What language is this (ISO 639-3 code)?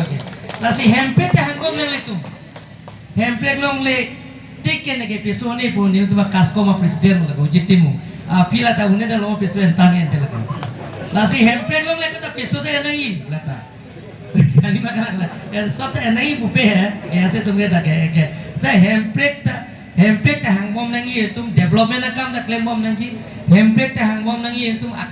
mjw